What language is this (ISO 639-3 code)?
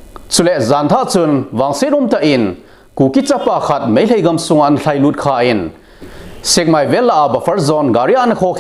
tcz